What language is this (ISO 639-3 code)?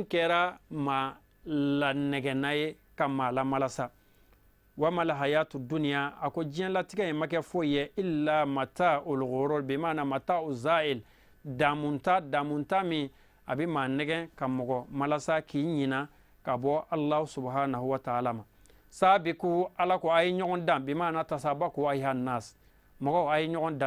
bam